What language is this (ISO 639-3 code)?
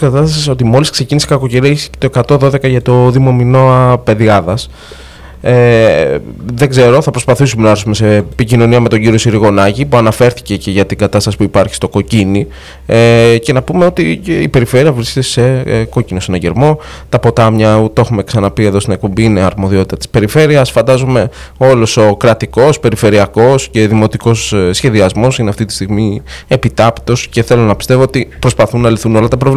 ell